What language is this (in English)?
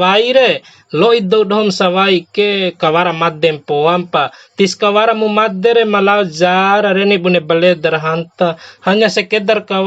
Bima